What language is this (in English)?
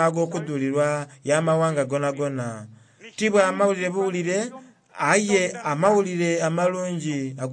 Soga